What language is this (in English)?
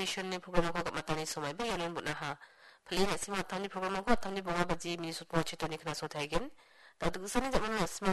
Garo